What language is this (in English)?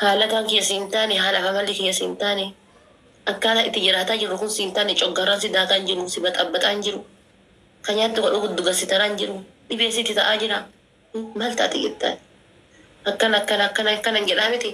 Oromo